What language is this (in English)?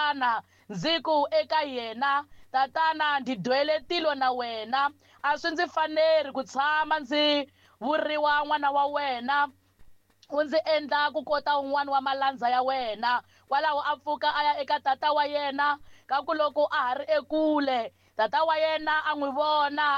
Tsonga